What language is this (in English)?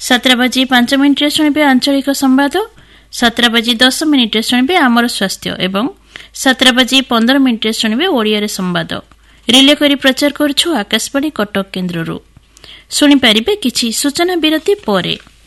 Odia